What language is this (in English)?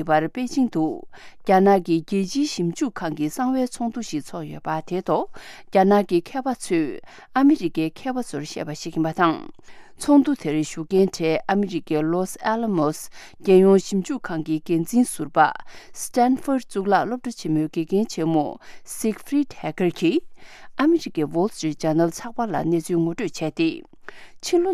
Tibetan